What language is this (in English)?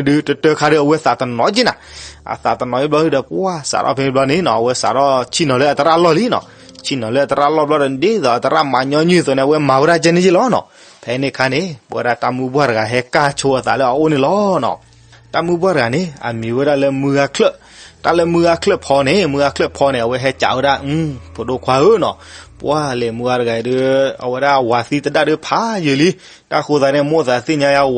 S'gaw Karen